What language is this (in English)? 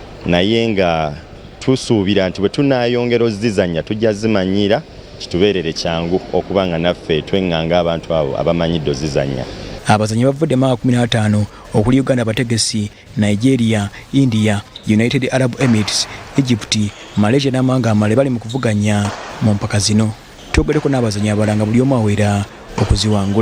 Ganda